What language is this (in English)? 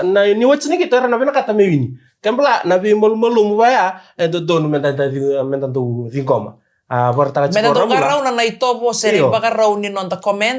Fijian